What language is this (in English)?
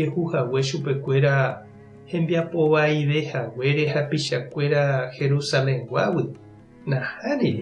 Guarani